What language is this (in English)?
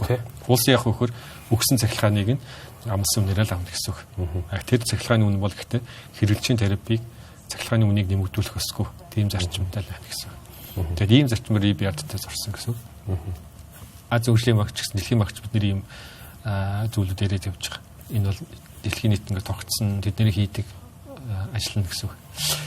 Mongolian